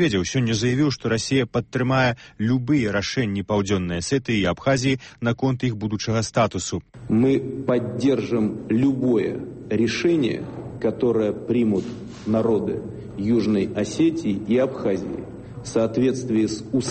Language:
Belarusian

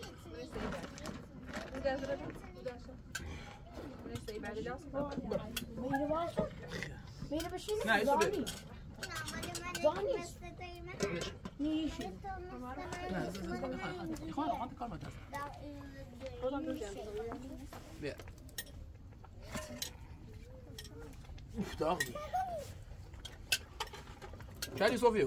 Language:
Persian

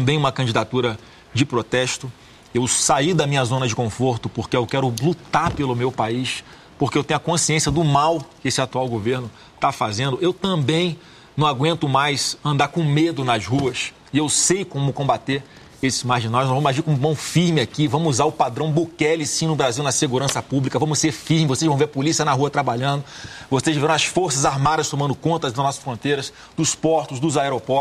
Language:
Portuguese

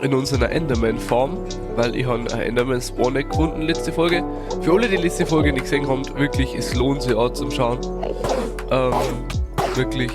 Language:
Bavarian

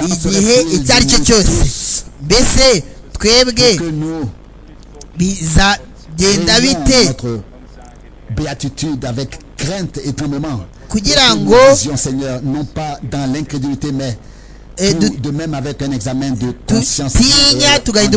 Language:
Kinyarwanda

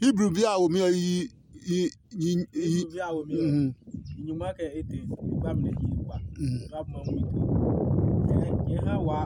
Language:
Adangme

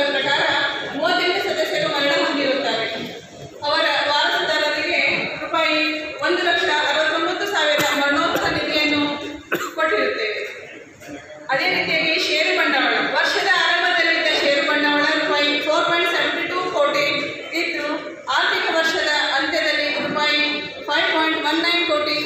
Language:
Kannada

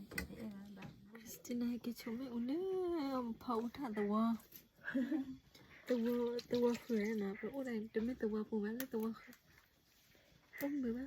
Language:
S'gaw Karen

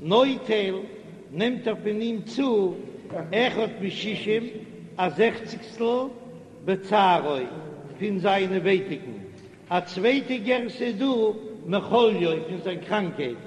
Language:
Yiddish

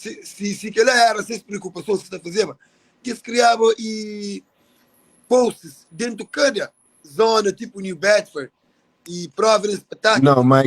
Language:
Kabuverdianu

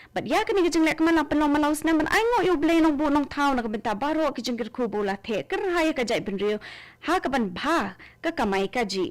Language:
Khasi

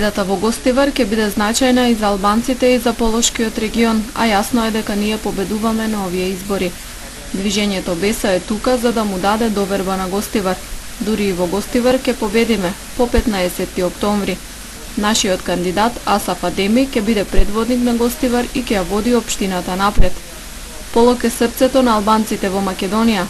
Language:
Macedonian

